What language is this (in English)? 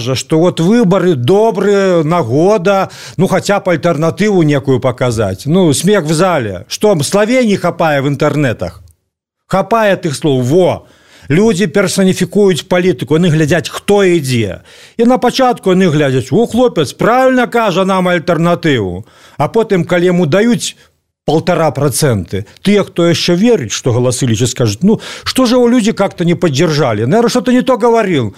Belarusian